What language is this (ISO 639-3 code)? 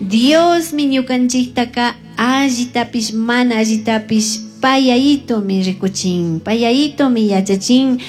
qug